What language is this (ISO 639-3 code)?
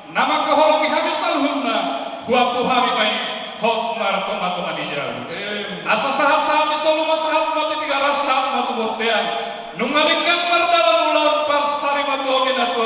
bbc